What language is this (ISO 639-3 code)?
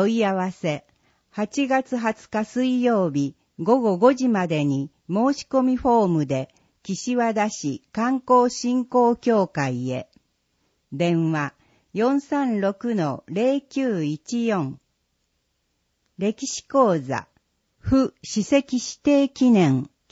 jpn